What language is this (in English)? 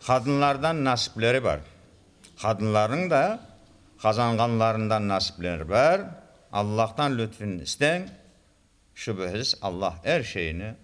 Crimean Tatar